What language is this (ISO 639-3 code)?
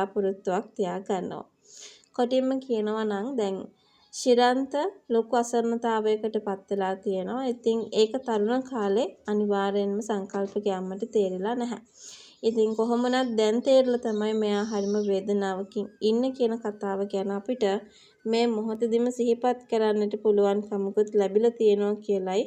sin